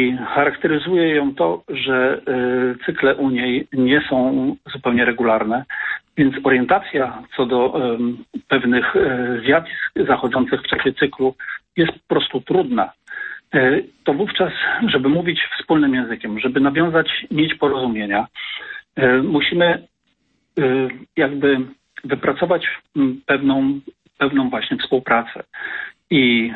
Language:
Polish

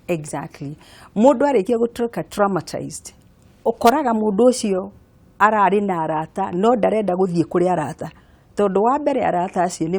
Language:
Kikuyu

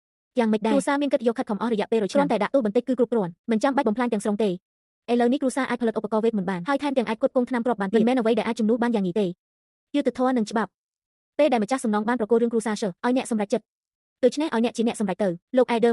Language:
Khmer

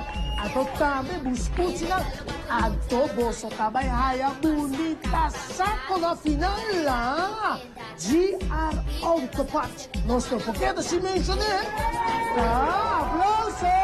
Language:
Papiamento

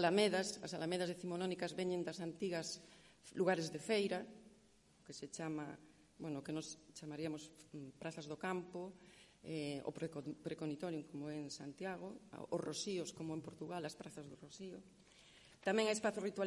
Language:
Galician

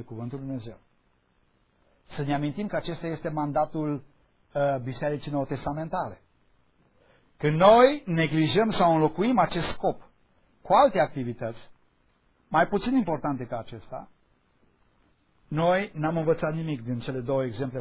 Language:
Romanian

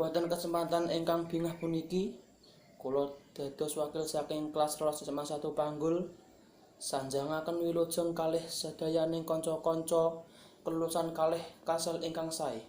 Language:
Javanese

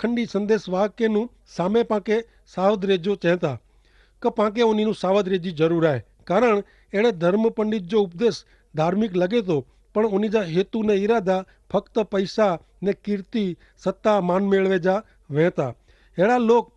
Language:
Kachhi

